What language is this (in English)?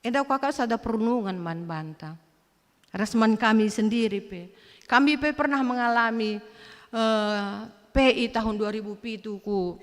Batak Karo